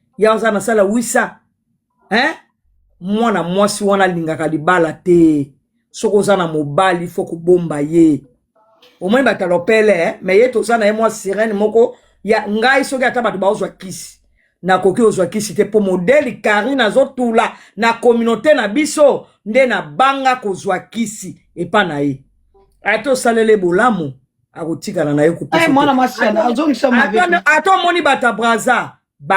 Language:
Lingala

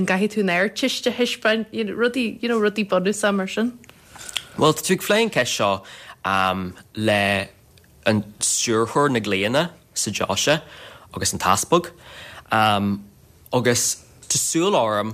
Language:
Irish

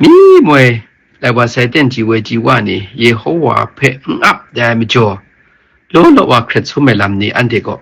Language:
Kachin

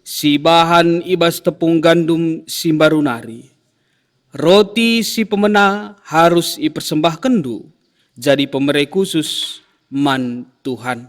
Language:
Batak Karo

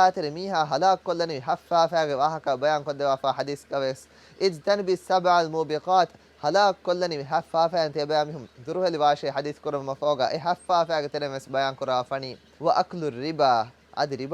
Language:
Divehi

